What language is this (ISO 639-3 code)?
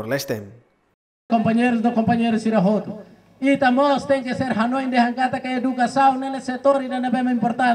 tet